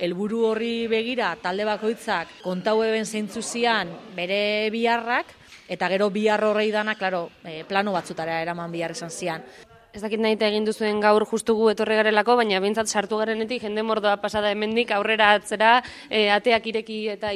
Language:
Basque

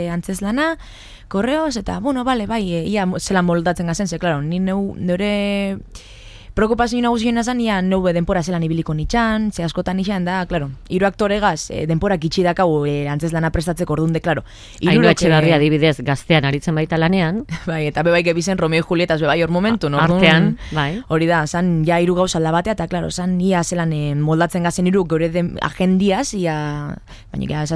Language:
Basque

